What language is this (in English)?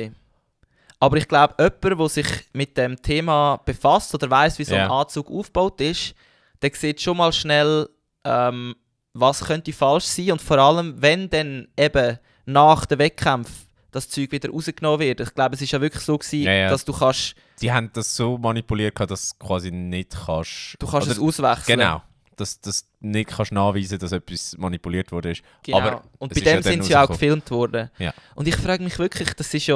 Swiss German